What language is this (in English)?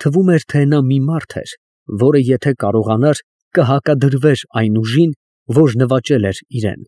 Armenian